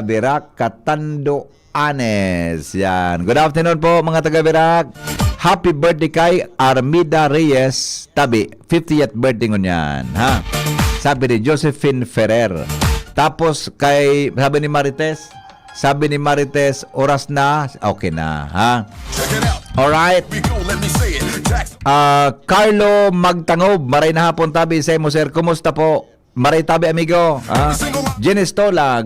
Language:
Bikol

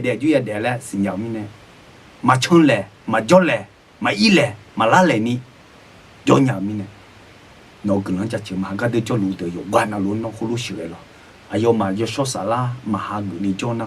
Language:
Akha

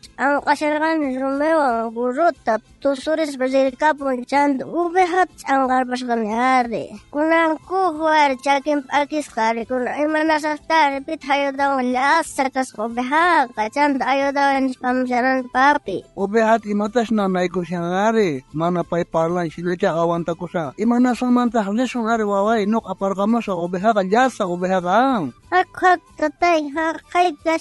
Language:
South Bolivian Quechua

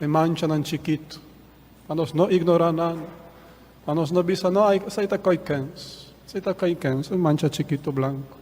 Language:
Papiamento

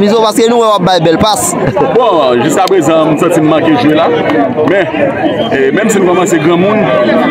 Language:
Haitian Creole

